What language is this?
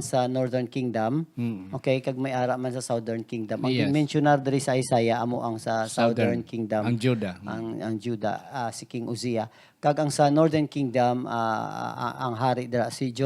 Hiligaynon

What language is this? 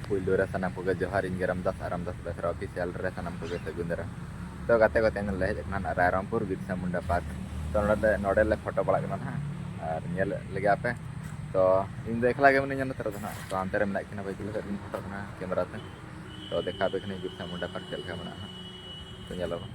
Santali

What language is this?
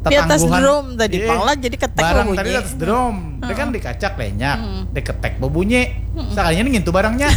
Banjar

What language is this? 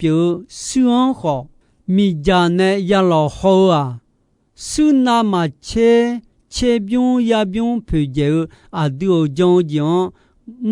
Akha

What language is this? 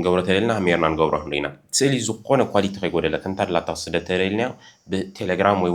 Tigrinya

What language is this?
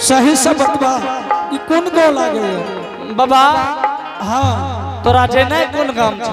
Angika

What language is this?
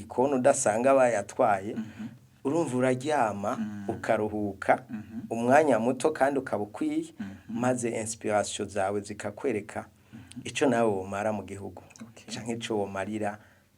Rundi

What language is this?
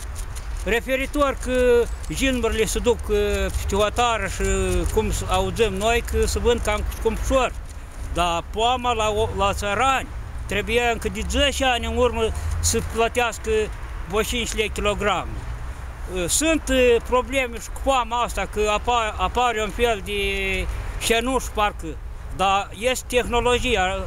Romanian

